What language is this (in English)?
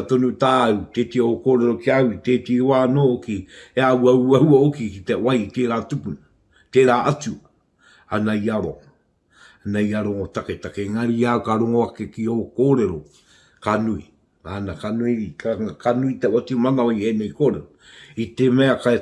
Māori